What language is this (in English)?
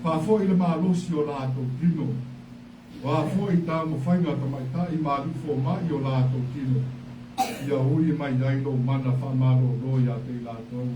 Samoan